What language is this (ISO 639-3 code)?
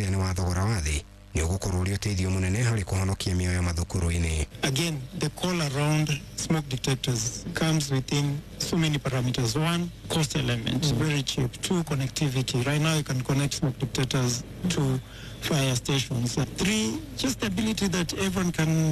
kik